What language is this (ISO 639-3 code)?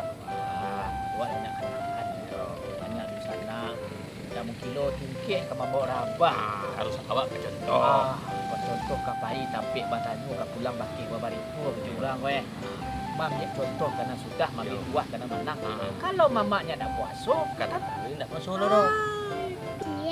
min